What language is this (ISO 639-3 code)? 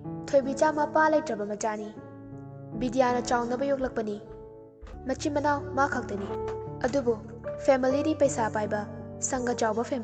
mni